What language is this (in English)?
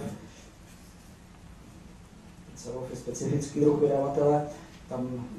Czech